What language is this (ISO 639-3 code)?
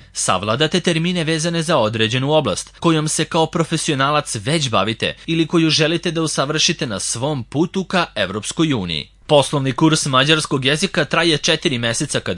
srp